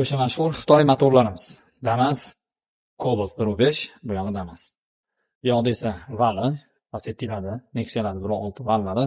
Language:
Uzbek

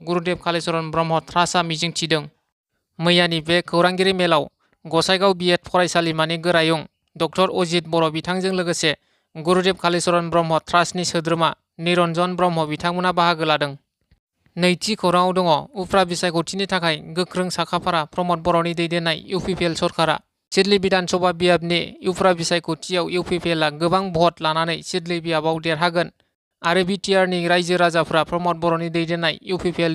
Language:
Bodo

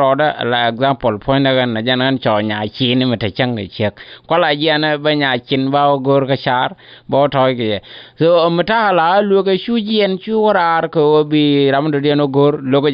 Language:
Nuer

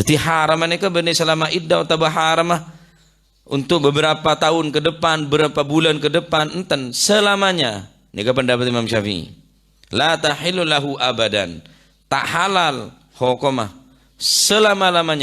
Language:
Madurese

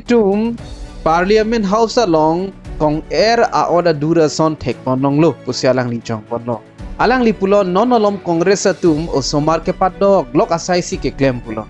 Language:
Karbi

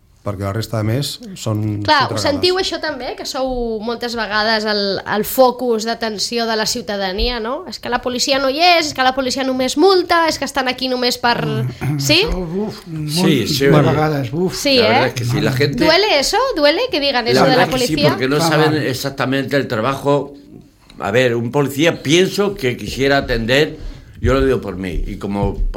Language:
Catalan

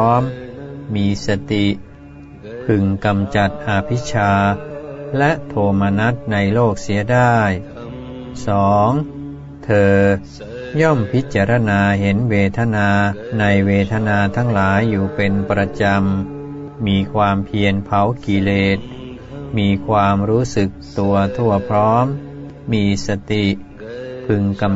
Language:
Thai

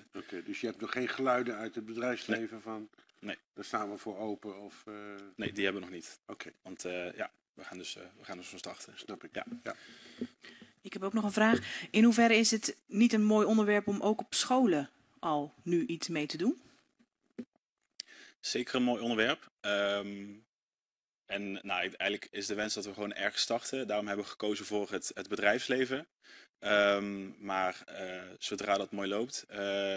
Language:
Dutch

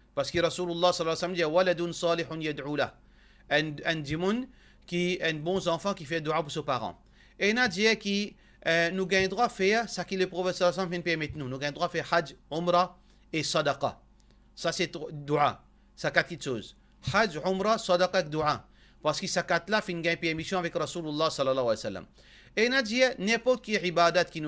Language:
Morisyen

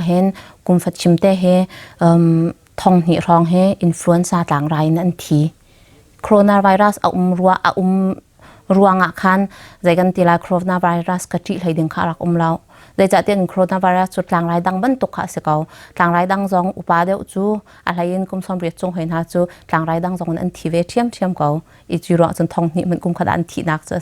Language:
Hakha Chin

